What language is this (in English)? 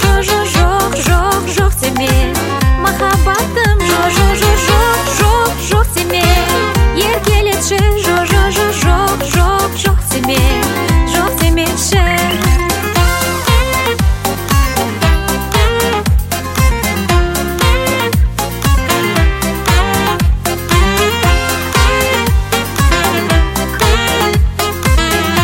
Kazakh